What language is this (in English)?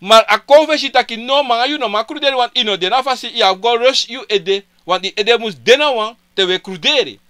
Sranan Tongo